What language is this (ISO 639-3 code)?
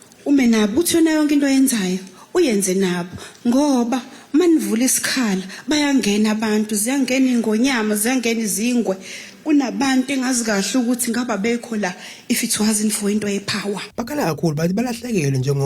zul